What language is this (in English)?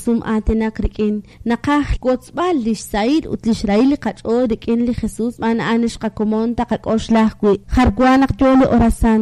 Kekchí